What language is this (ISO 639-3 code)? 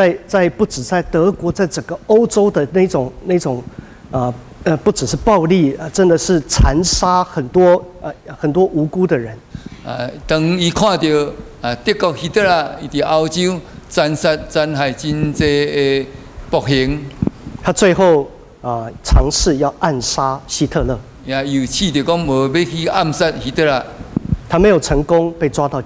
nan